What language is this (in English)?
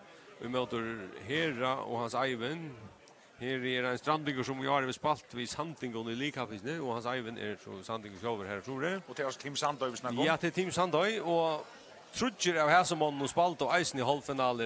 Faroese